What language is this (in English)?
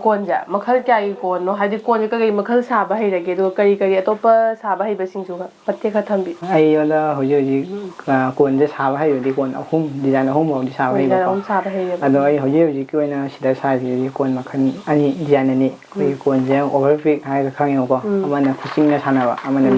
Manipuri